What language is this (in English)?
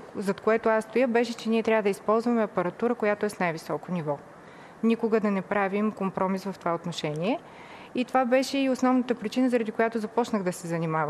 Bulgarian